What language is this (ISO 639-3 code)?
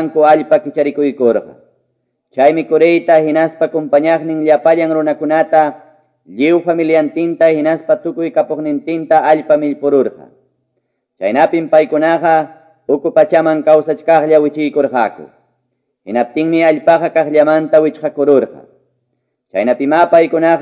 que